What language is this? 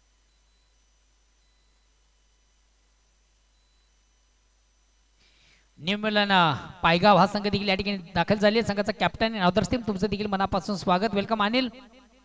Marathi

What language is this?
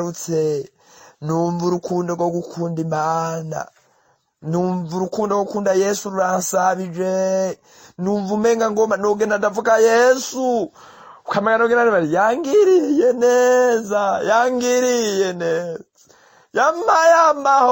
Rundi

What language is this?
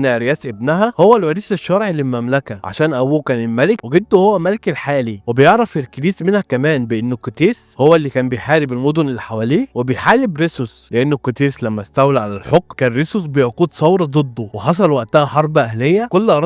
Egyptian Arabic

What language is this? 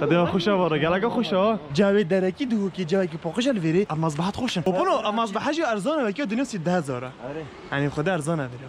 Kurdish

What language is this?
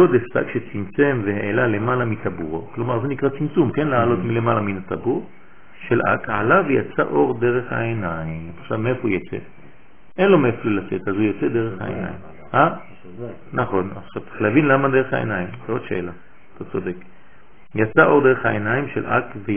Hebrew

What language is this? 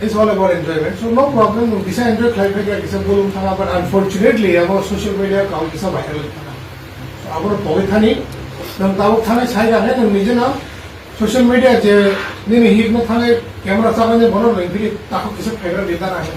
Kok Borok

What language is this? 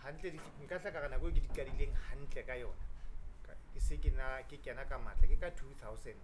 Southern Sotho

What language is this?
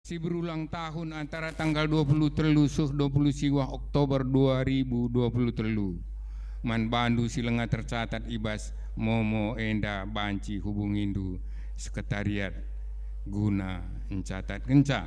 Batak Karo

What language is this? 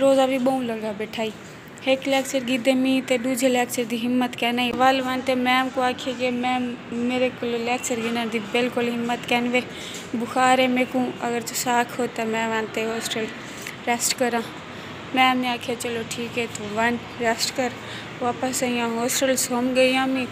Saraiki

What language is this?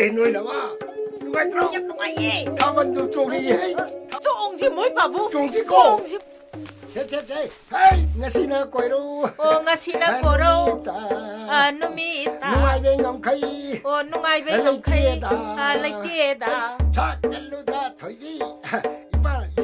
Manipuri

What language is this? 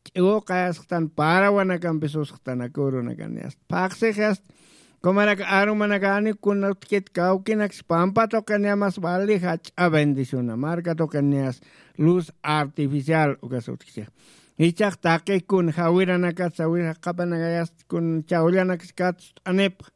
Aymara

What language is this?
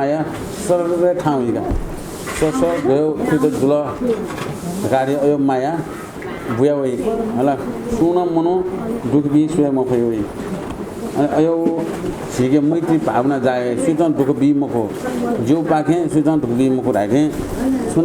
Newari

